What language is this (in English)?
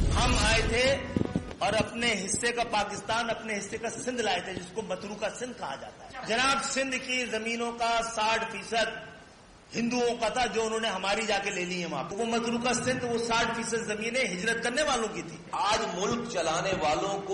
Urdu